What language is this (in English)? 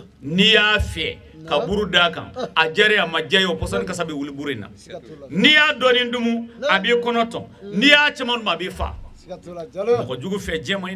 Bambara